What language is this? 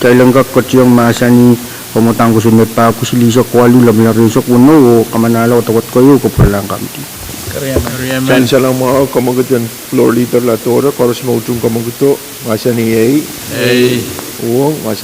Pohnpeian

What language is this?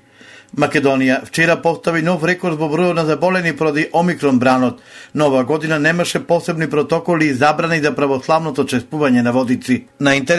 Macedonian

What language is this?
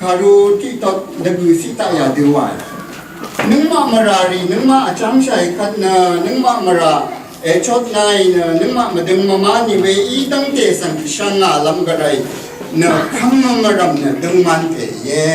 Rawang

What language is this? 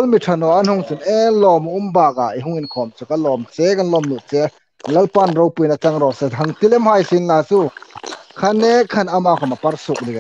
Hmar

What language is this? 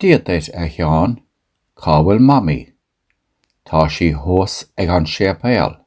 Irish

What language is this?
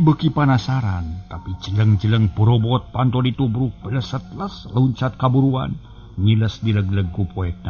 Sundanese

